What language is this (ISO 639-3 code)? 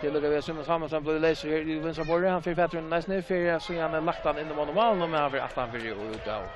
fao